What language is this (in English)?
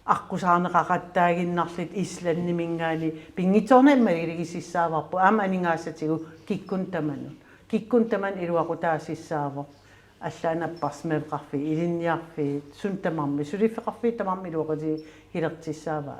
Kalaallisut